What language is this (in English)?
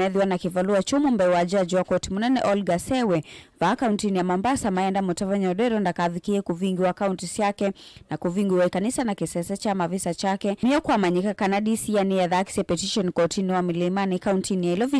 Kamba